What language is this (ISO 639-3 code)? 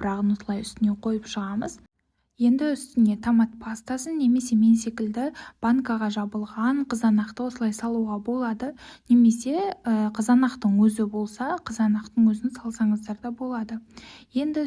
kaz